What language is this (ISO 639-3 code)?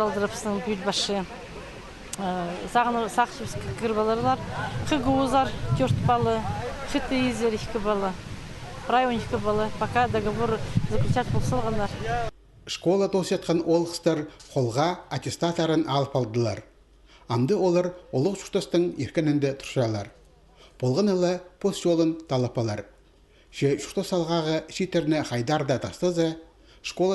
kjh